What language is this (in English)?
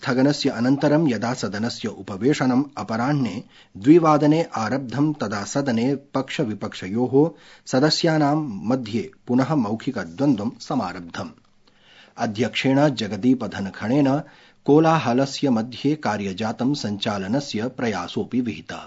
Sanskrit